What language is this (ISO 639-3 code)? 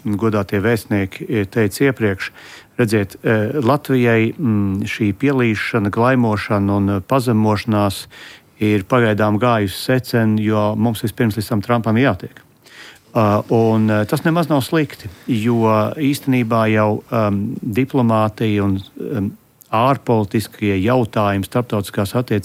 lav